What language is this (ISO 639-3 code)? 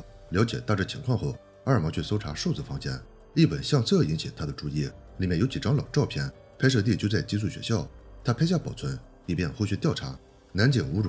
zho